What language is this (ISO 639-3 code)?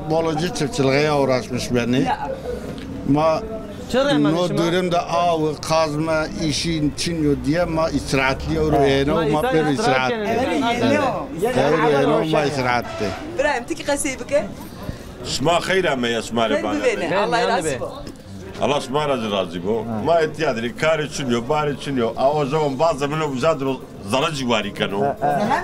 zza